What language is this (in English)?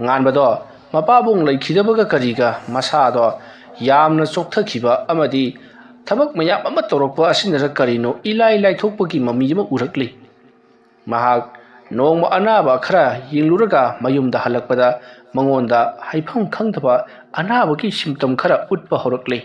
Manipuri